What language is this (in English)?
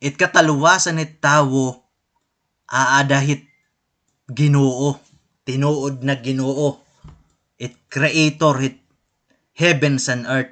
Waray